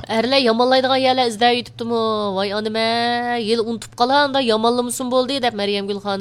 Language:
Uyghur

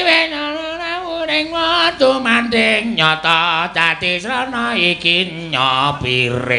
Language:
Javanese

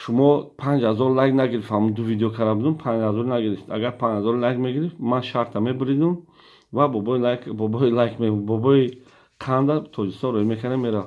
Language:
Tajik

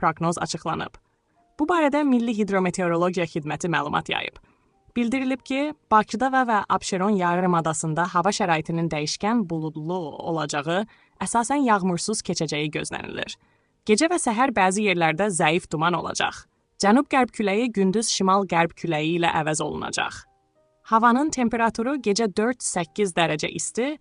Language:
Azerbaijani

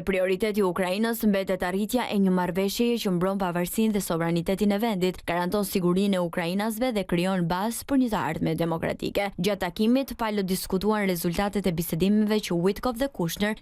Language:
Albanian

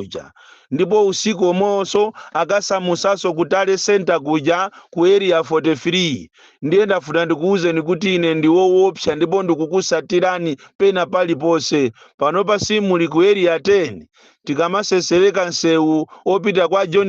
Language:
Nyanja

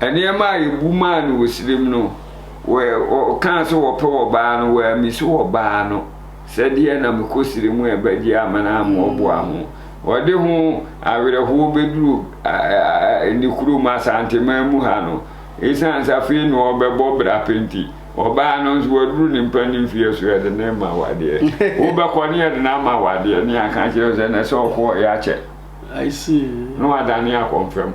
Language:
Akan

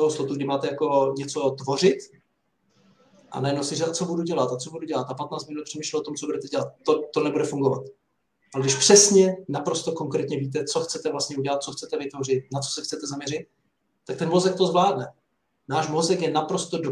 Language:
Czech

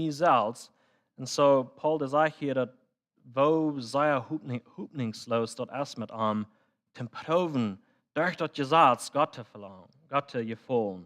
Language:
Plautdietsch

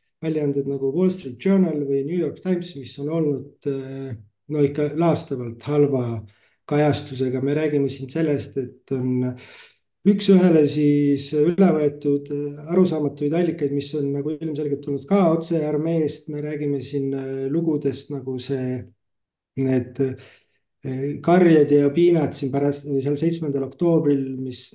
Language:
Estonian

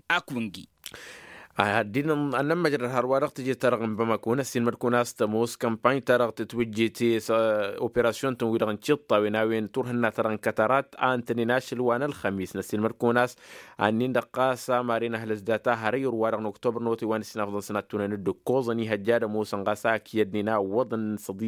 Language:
Tamasheq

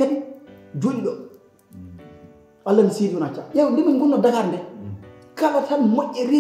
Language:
Fula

